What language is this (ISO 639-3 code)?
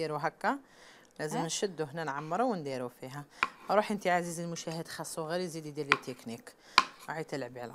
arq